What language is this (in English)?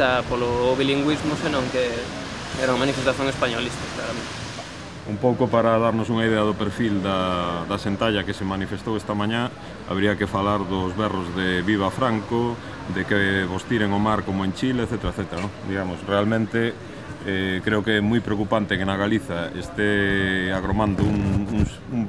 Galician